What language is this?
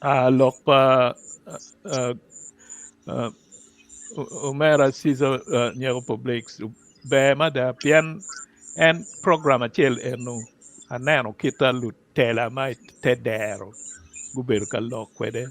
Acoli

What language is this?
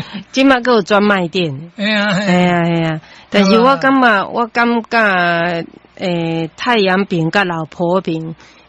Min Nan Chinese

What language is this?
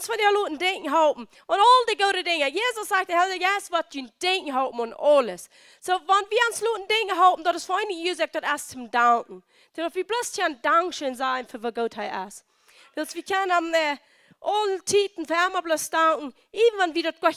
Plautdietsch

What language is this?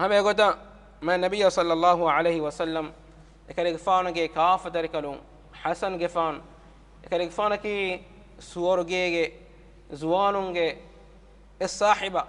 Divehi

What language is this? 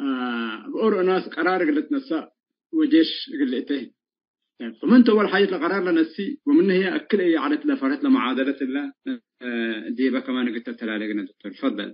Tigre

